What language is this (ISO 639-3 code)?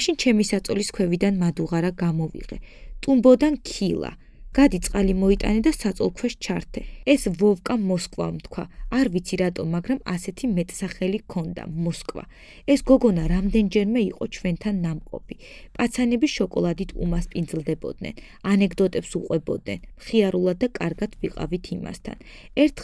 kat